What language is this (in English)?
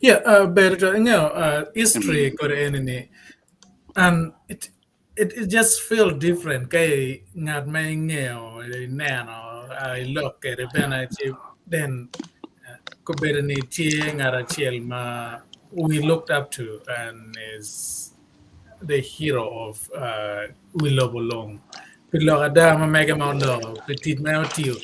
Acoli